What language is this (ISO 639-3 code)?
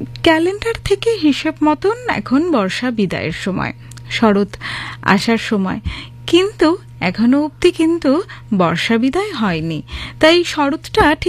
ben